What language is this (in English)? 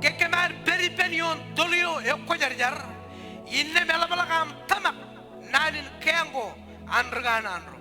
Marshallese